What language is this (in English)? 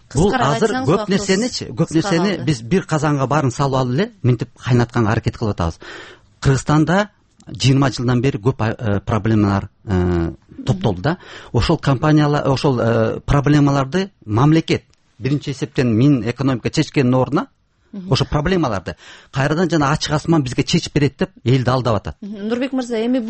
Kyrgyz